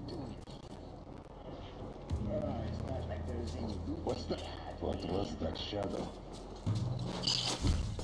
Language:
English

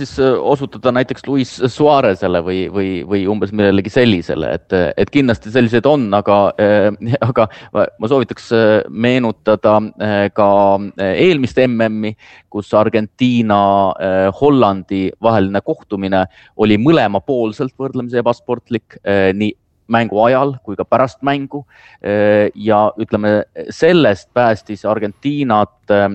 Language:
Estonian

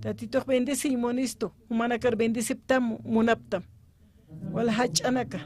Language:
Aymara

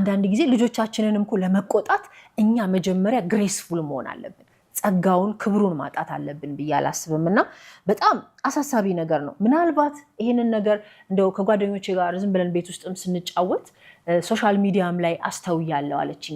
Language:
Amharic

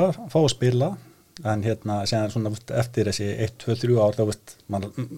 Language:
Icelandic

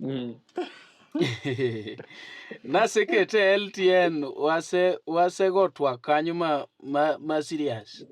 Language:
Luo (Kenya and Tanzania)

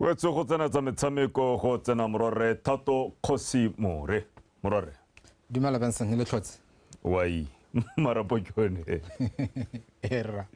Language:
Tswana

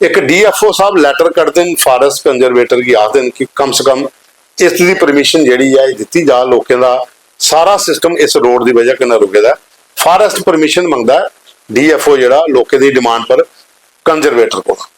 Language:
Dogri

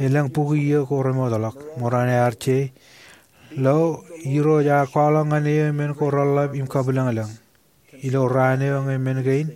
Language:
Marshallese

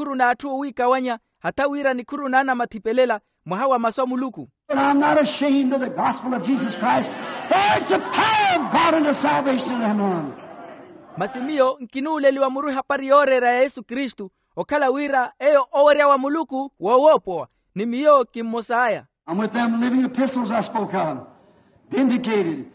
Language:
Makhuwa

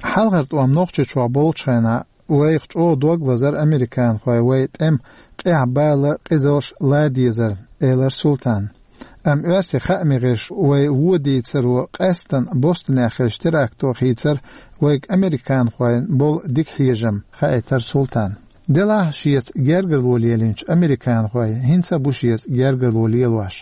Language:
Chechen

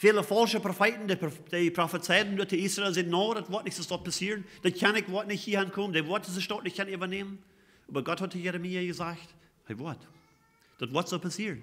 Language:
Plautdietsch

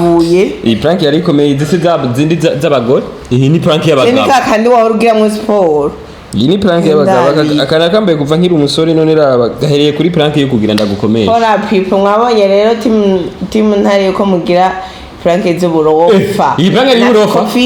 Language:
Rundi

